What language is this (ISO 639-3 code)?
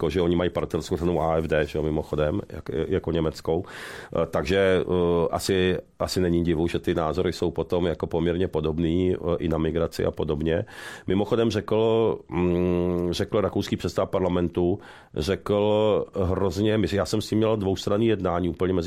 ces